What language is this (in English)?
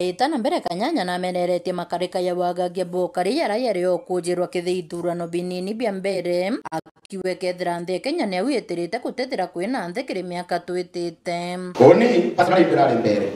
Meru